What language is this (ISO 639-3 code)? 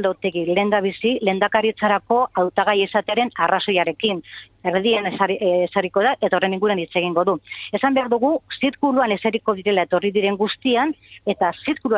eus